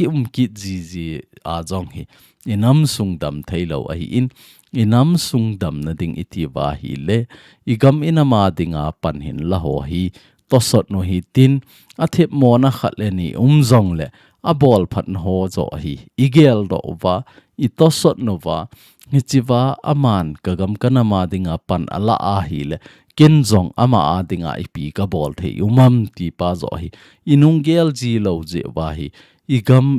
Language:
Thado Chin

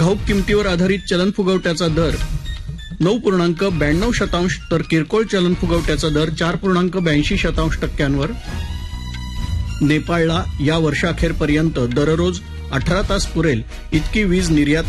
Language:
Marathi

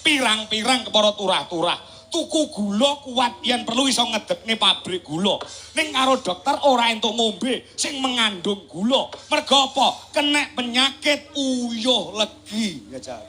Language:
Javanese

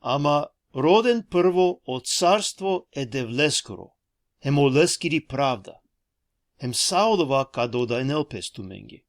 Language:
Balkan Romani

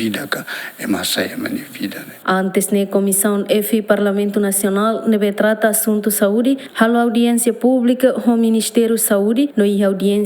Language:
Tetum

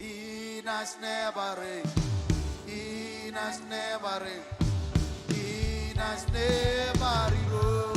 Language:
Marshallese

